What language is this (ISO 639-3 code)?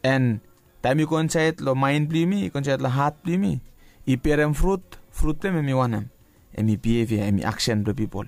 bis